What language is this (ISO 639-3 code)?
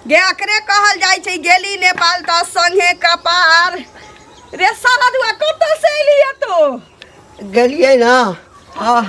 mai